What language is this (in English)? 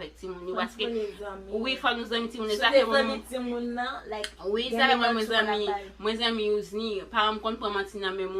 Haitian Creole